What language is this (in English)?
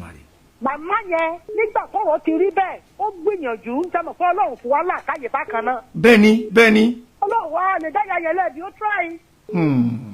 Yoruba